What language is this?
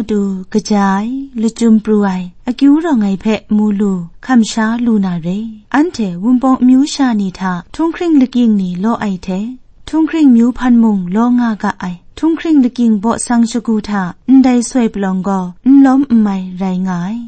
Kachin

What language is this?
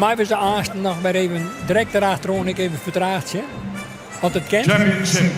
Western Frisian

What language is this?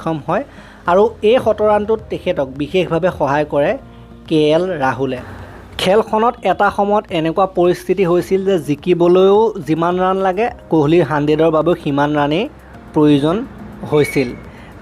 Assamese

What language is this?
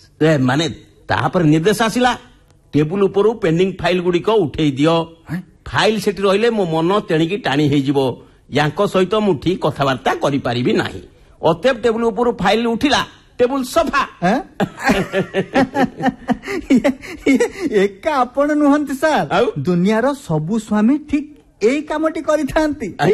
Odia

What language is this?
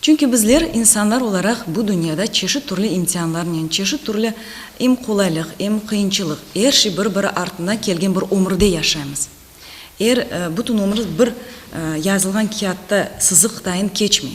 Crimean Tatar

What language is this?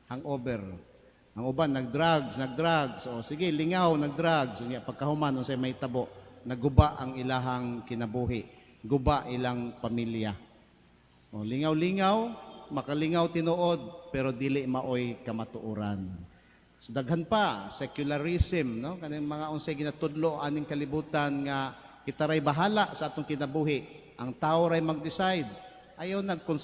Cebuano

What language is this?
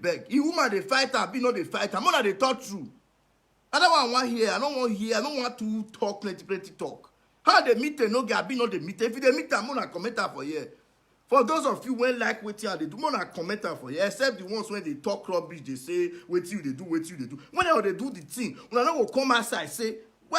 Nigerian Pidgin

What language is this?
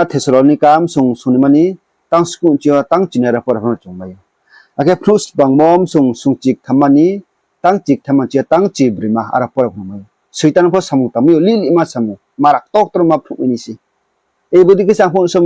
Riang (India)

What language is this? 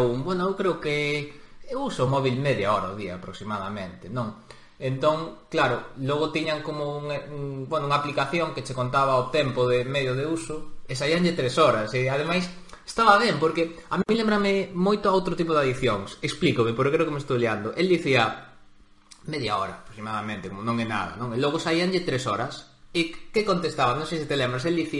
Galician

